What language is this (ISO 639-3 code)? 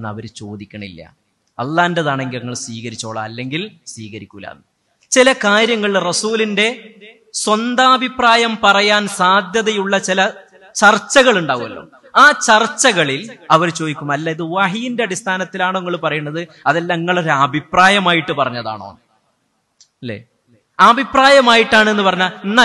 mal